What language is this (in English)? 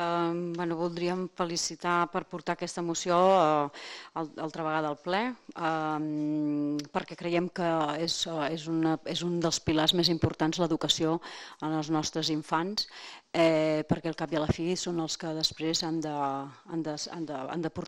Catalan